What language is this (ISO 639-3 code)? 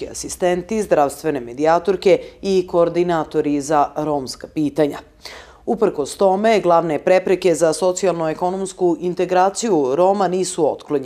srp